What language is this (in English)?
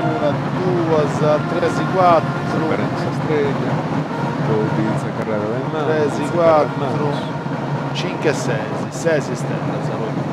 Sardinian